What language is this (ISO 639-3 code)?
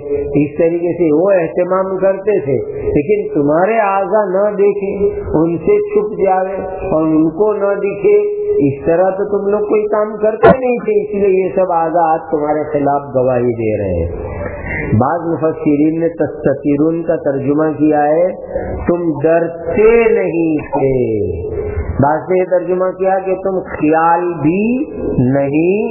urd